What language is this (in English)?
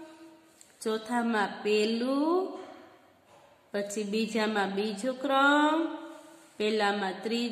Gujarati